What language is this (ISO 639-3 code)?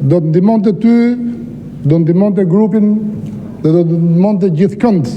sqi